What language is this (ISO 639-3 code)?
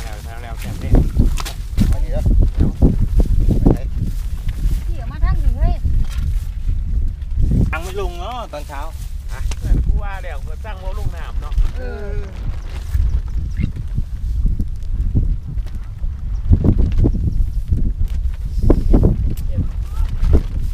tha